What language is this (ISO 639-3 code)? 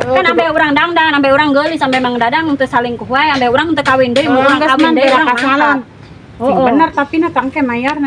sun